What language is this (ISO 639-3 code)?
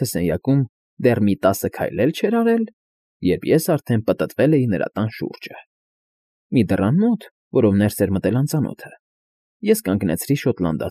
hye